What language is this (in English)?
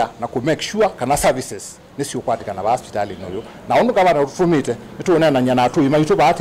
Kamba